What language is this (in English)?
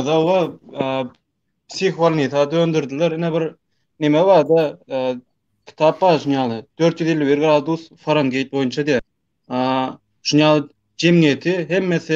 Turkmen